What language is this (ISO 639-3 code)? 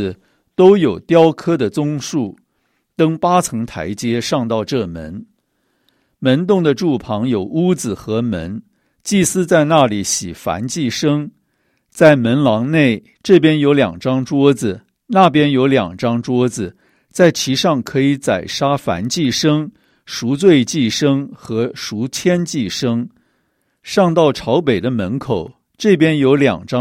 zho